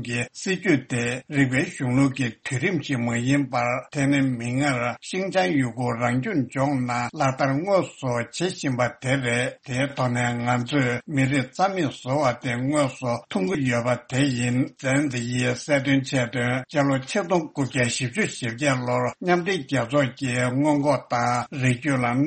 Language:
Tibetan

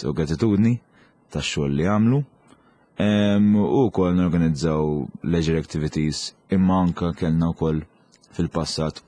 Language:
Maltese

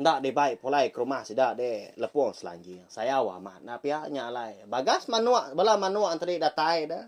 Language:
Iban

